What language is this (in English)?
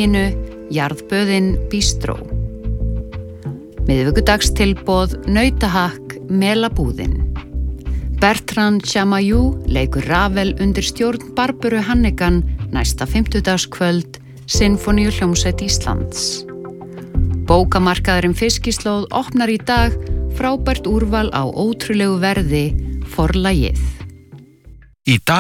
Icelandic